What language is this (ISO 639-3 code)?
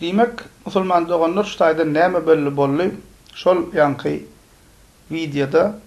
tuk